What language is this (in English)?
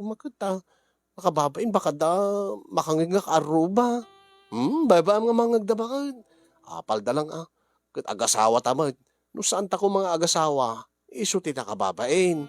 Iloko